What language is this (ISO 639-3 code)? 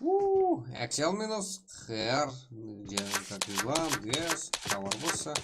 kaa